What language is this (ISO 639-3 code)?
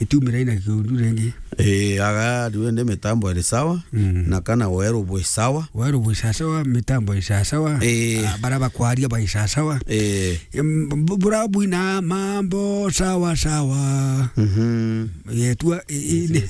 mer